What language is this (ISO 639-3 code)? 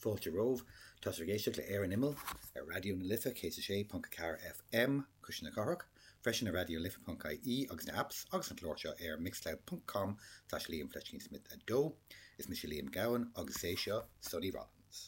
gle